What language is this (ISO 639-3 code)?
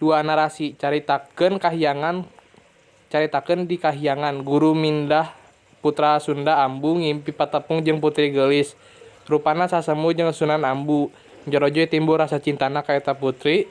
sun